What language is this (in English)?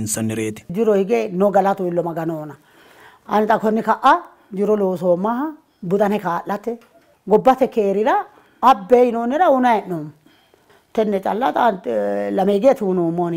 Sidamo